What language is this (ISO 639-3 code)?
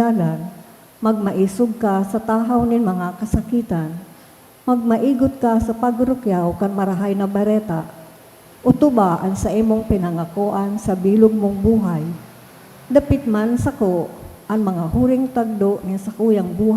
bik